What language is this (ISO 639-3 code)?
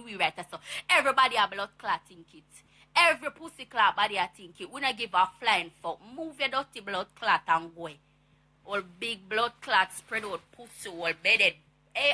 jam